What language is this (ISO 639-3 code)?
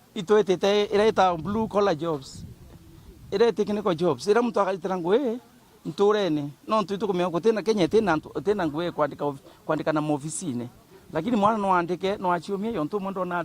mer